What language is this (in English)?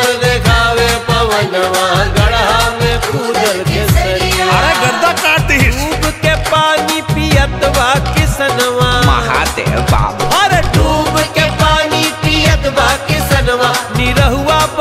Bhojpuri